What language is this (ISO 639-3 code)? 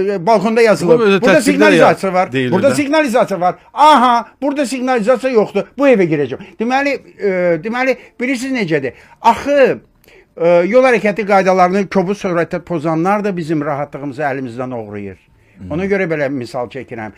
aze